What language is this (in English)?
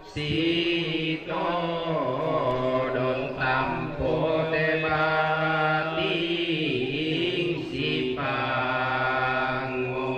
Toraja-Sa'dan